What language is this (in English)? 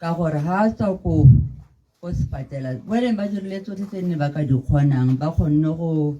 Tswana